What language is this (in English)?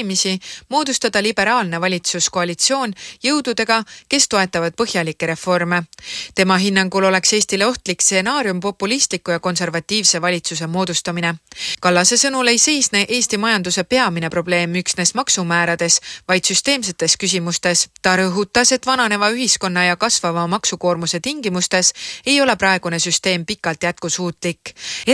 Estonian